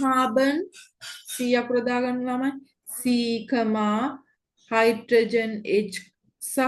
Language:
Sinhala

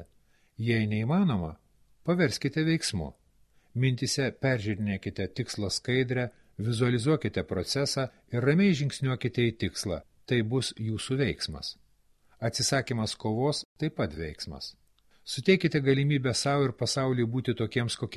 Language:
Lithuanian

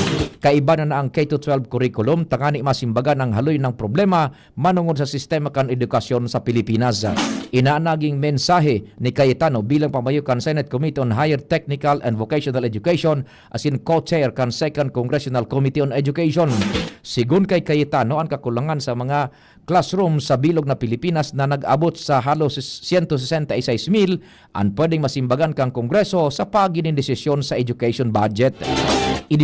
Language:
Bikol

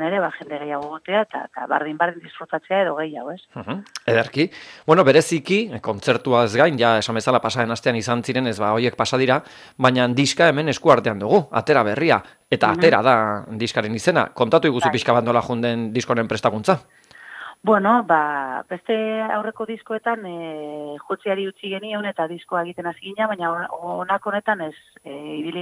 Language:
Basque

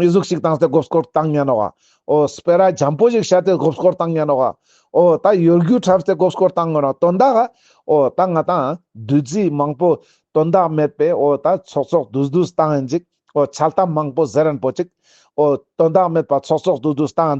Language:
Ladakhi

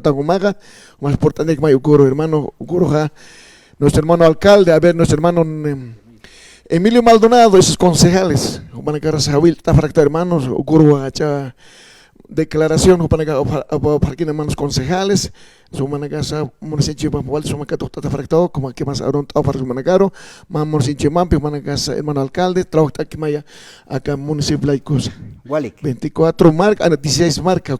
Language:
Aymara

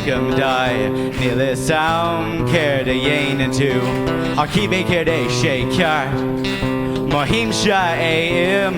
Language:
Irish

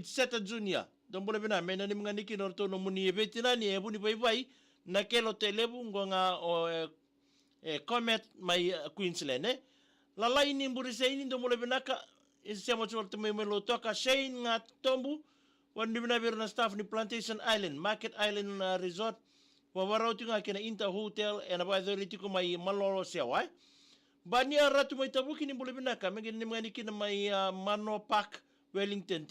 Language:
Fijian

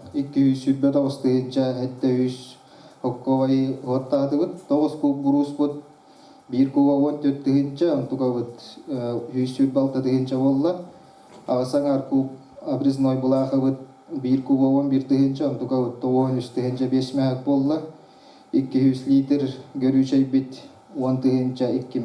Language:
Yakut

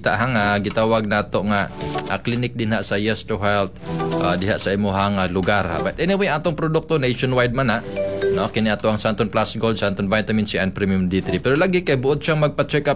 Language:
Cebuano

